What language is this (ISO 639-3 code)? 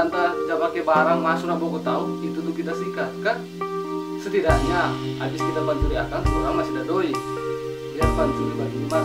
xmm